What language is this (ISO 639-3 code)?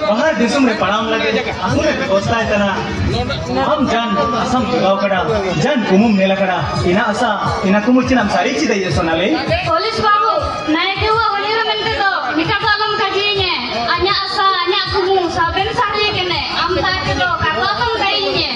sat